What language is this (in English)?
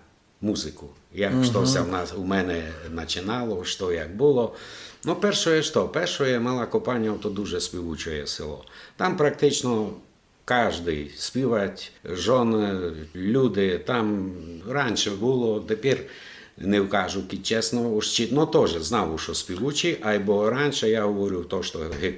Rusyn